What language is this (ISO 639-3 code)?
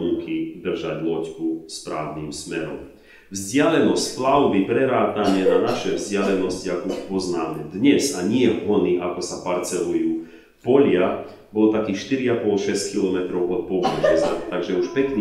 slk